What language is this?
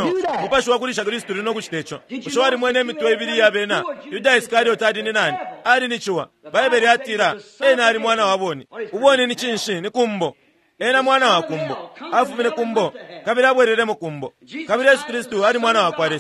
Bemba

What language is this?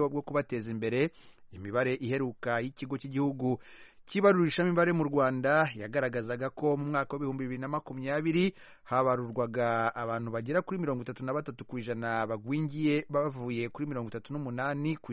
Kinyarwanda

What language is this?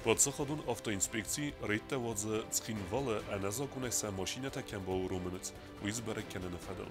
Ossetic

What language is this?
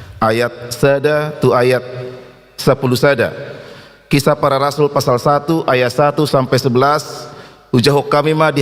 Batak Toba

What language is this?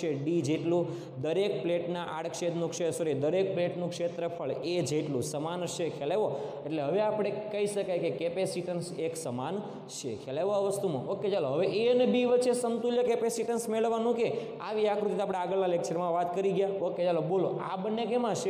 Gujarati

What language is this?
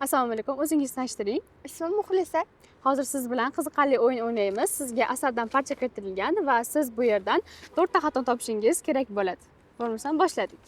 Uzbek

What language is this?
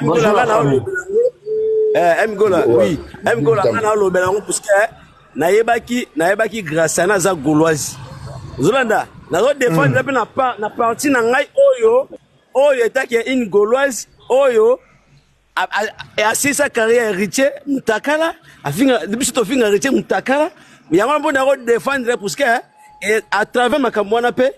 Lingala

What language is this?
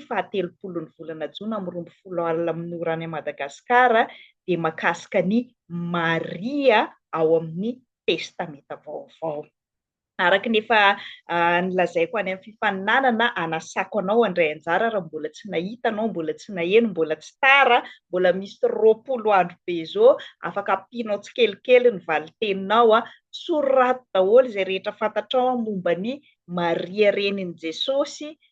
Malagasy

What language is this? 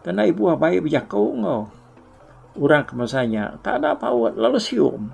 Iban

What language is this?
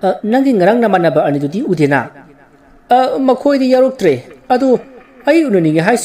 Manipuri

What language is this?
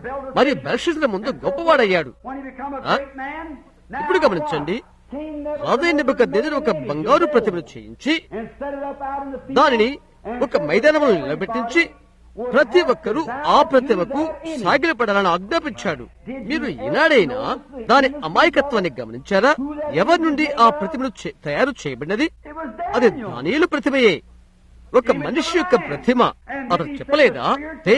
Telugu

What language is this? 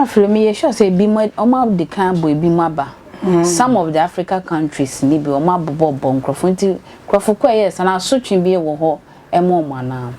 Akan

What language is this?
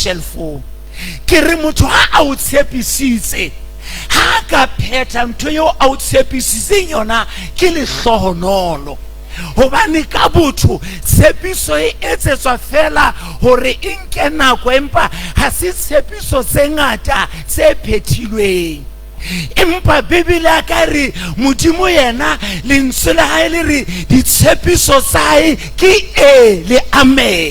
Southern Sotho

